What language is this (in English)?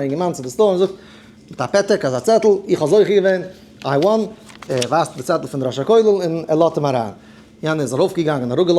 Yiddish